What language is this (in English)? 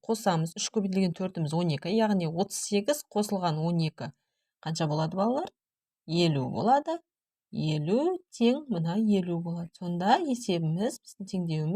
Kazakh